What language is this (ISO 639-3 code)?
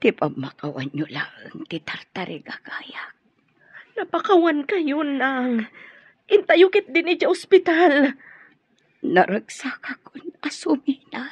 ilo